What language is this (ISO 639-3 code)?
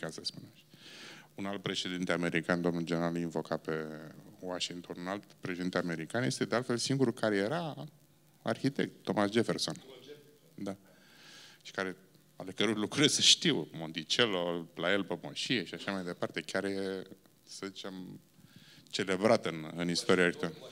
ron